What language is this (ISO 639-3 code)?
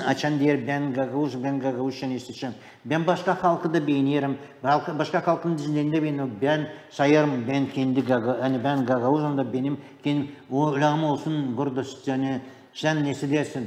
gag